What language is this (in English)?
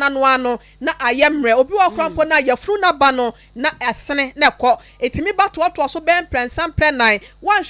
Akan